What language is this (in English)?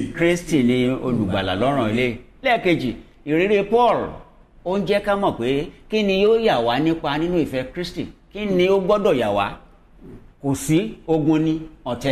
Yoruba